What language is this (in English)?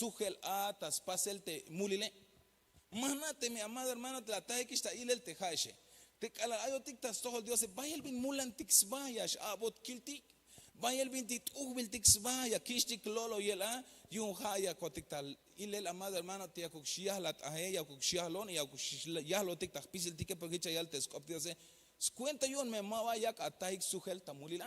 Tzeltal